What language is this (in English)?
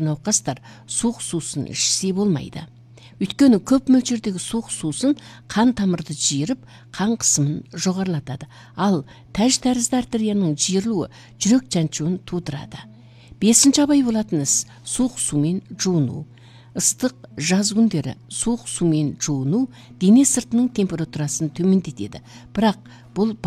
Kazakh